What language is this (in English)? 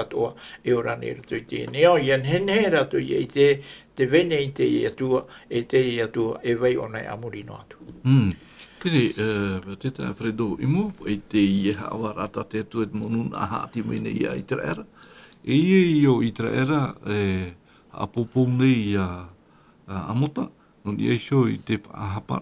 Tahitian